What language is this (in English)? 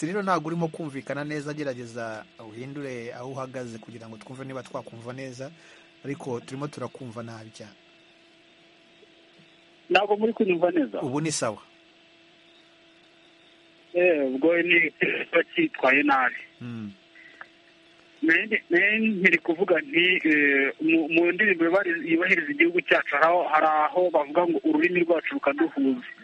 Kinyarwanda